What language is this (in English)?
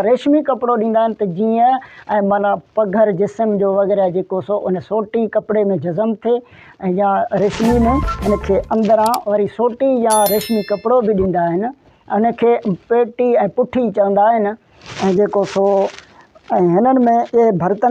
Sindhi